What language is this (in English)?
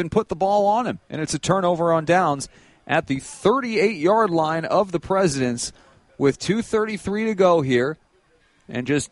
English